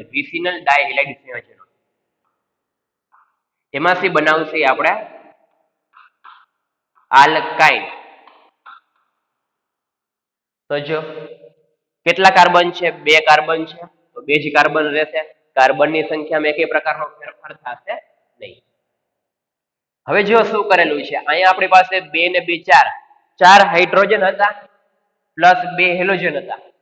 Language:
Gujarati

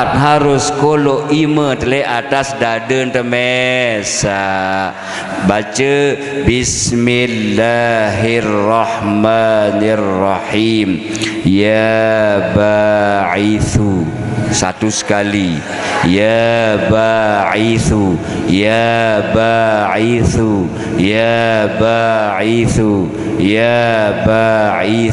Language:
Sasak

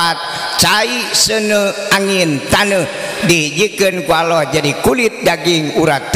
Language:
Sundanese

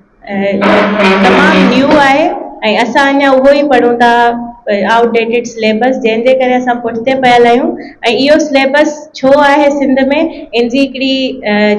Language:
Sindhi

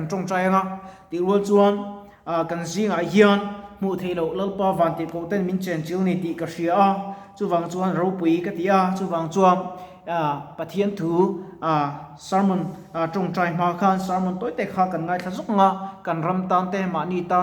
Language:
Mizo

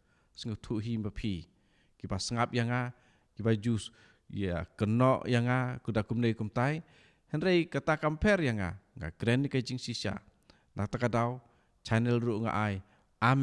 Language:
Khasi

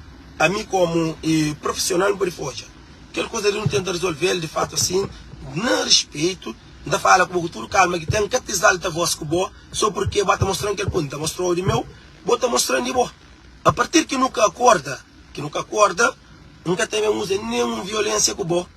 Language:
Kabuverdianu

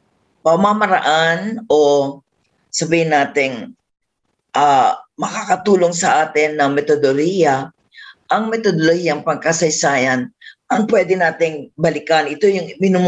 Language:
Filipino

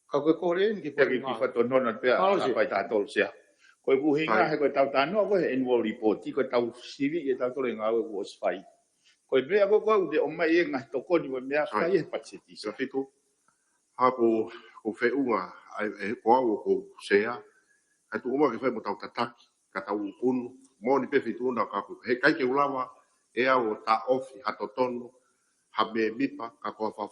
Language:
Tongan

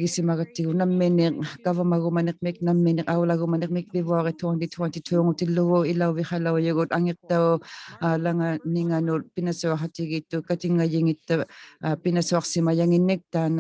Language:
Inuktitut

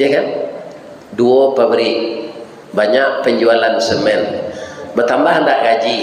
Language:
Minangkabau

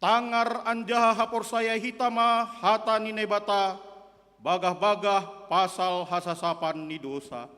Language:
Batak Simalungun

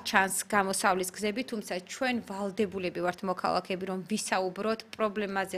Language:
Georgian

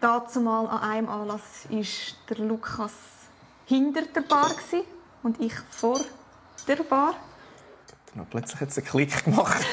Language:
Swiss German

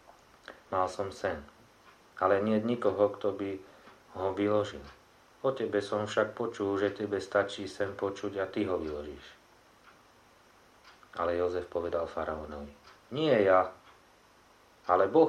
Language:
Slovak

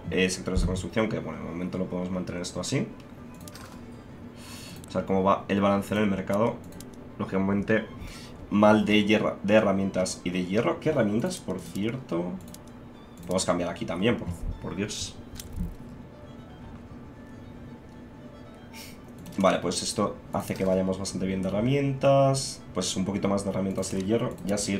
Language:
Spanish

